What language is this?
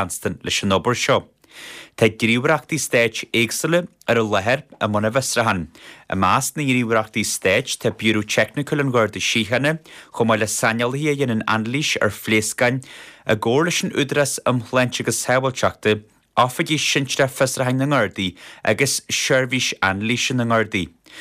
Irish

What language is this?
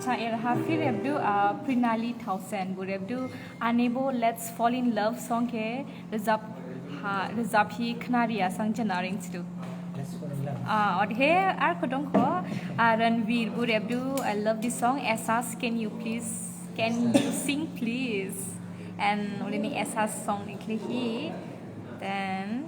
Dimasa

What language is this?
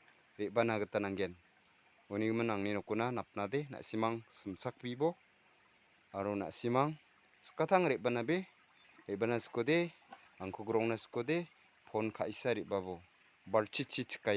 Garo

